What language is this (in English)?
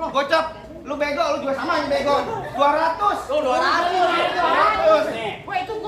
Betawi